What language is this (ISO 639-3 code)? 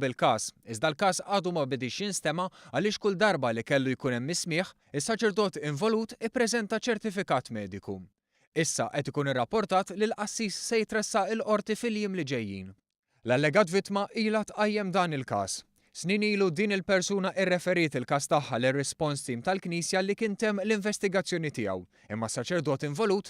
mlt